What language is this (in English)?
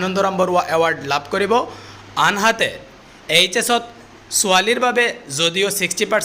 Assamese